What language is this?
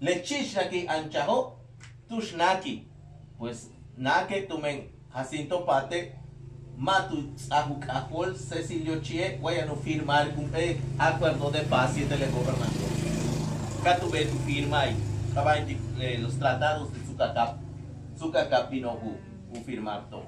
Yucateco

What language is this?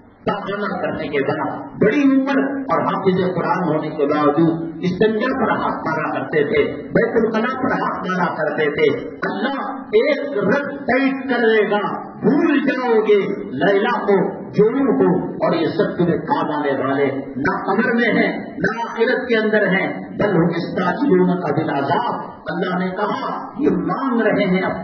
Urdu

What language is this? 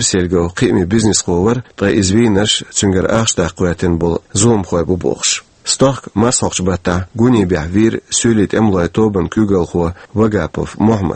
Chechen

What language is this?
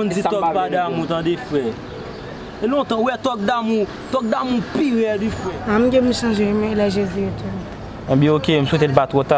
Haitian Creole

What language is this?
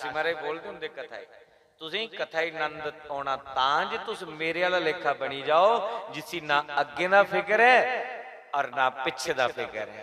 Dogri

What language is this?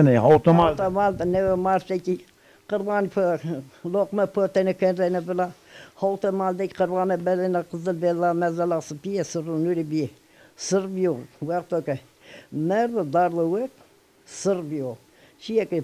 Zaza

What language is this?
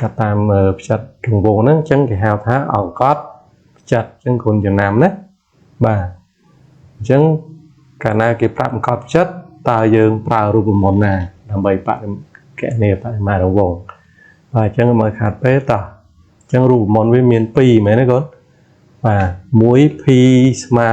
Khmer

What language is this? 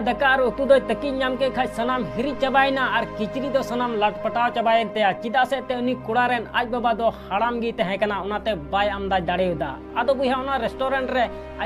Santali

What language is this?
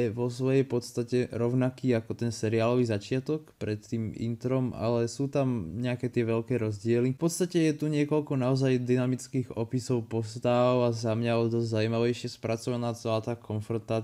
Slovak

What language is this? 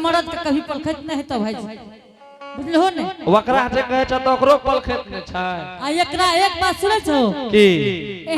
Angika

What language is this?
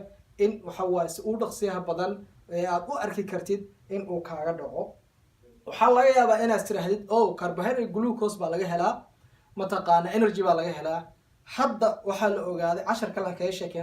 Somali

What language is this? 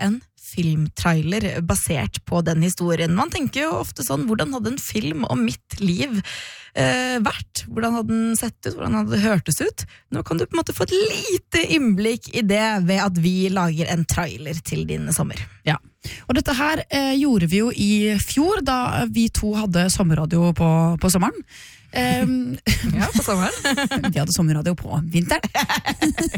Norwegian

